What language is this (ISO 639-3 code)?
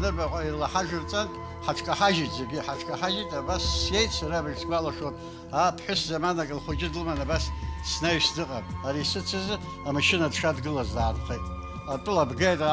abk